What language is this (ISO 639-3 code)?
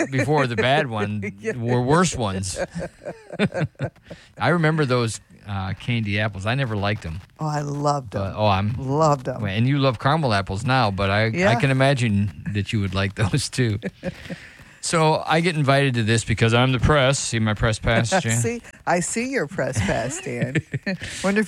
eng